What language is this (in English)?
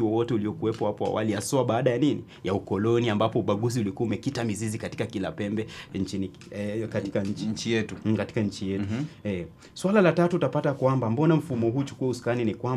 Swahili